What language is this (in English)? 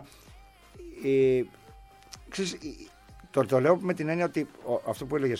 Greek